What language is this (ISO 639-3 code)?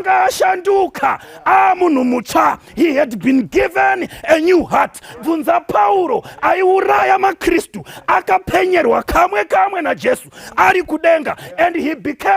sna